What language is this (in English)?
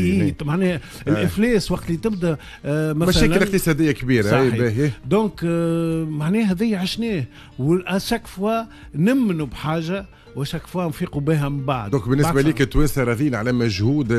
Tunisian Arabic